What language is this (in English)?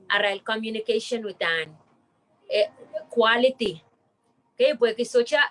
Pohnpeian